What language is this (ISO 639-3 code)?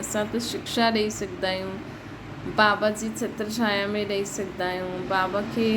snd